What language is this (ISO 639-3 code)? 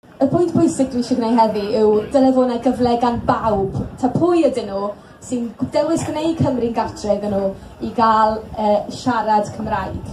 cym